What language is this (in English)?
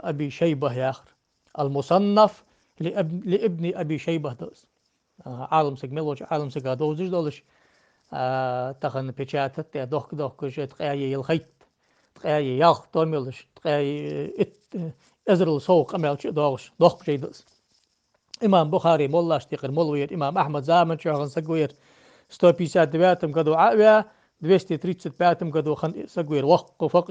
Ingush